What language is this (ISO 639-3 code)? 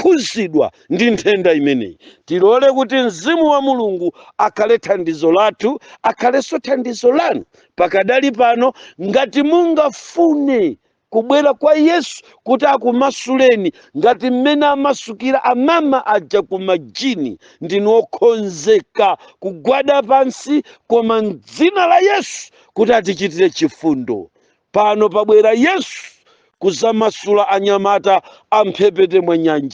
nya